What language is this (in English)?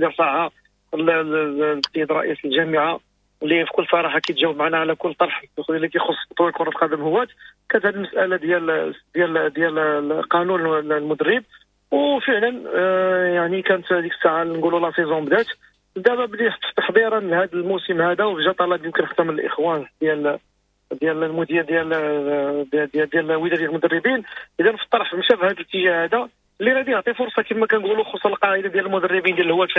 Moroccan Arabic